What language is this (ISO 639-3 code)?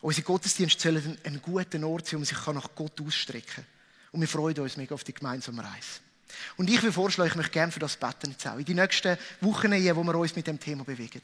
gsw